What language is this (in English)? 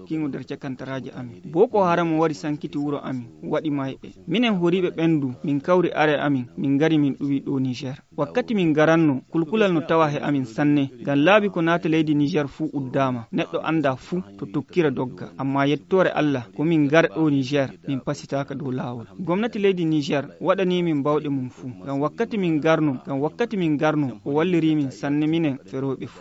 Fula